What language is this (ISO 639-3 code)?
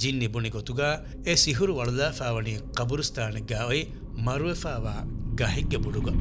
div